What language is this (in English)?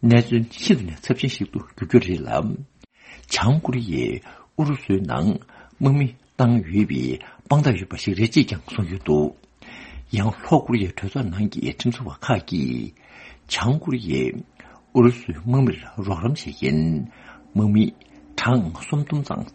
Tibetan